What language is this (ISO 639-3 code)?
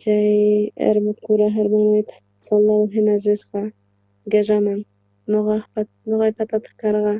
quh